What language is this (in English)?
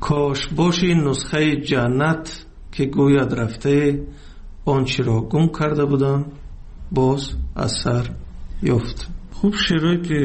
Tajik